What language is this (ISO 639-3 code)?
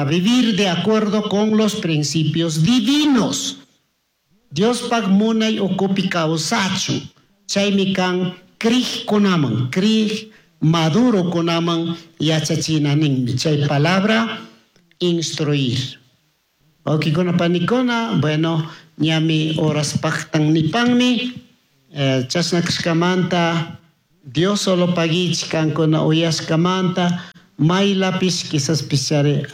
qug